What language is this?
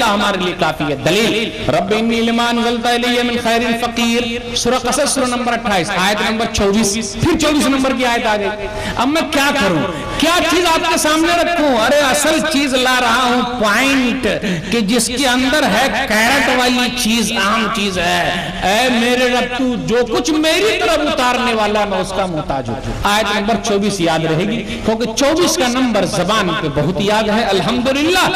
Urdu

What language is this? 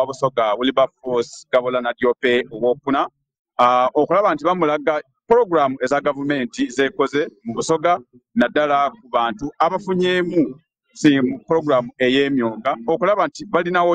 Ganda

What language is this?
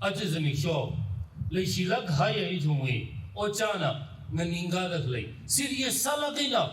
Tangkhul Naga (India)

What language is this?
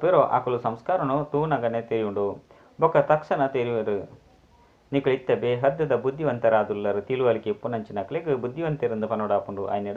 Tulu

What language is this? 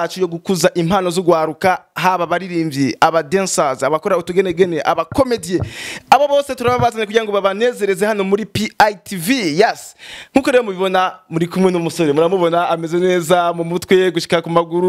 Rundi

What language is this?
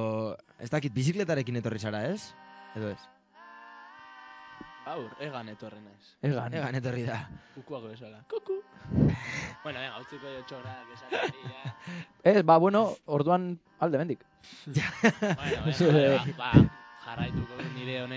Basque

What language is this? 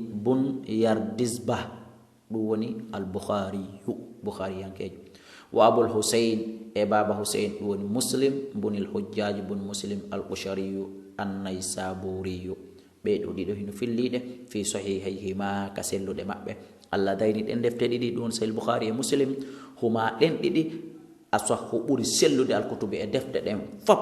Fula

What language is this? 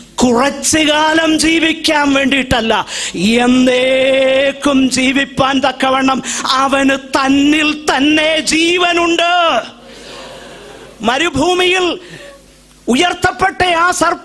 Malayalam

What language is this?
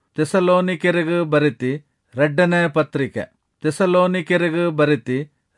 Tulu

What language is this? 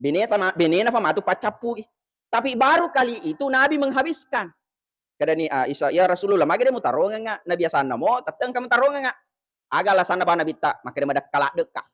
Buginese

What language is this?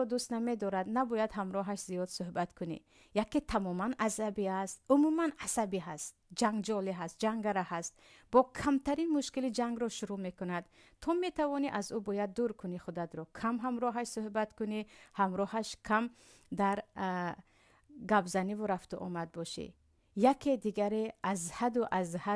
Tajik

